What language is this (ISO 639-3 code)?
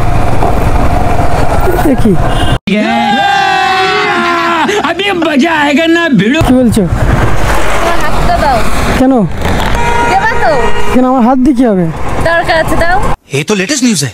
ben